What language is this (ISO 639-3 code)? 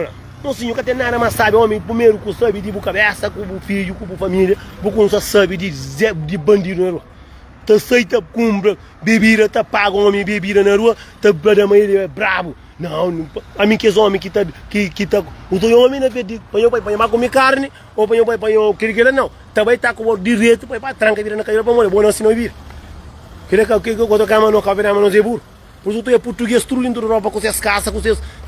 kea